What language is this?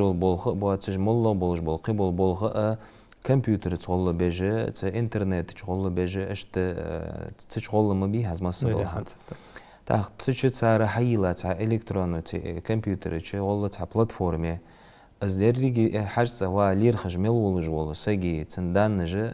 Ingush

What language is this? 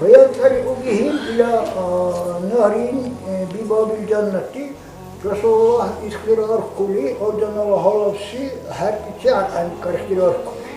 Dargwa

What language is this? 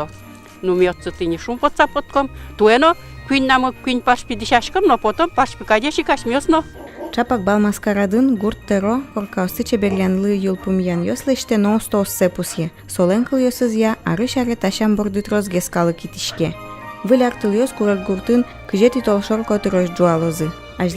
Udmurt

